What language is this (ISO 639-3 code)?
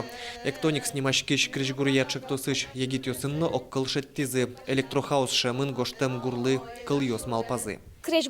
udm